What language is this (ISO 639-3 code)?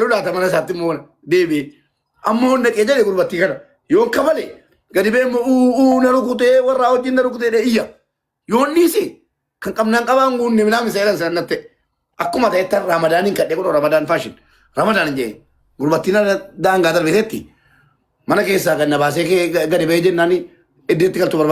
orm